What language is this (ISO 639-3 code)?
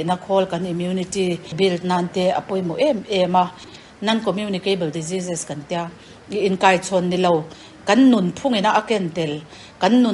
lus